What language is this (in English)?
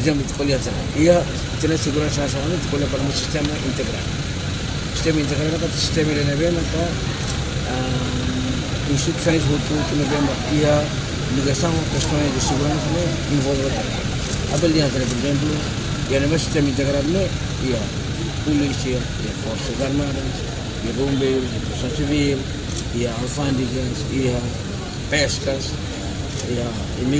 Tetum